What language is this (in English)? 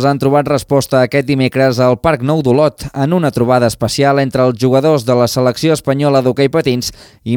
Catalan